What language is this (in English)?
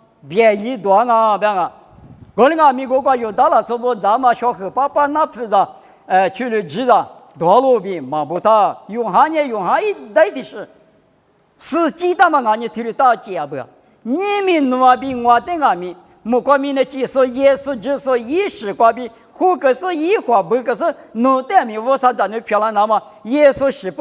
Lisu